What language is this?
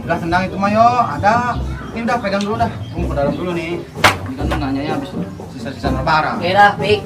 Betawi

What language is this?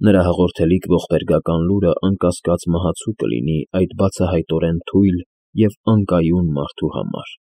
Armenian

